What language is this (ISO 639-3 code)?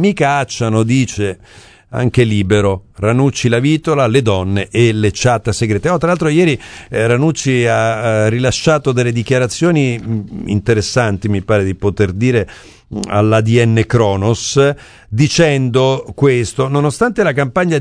ita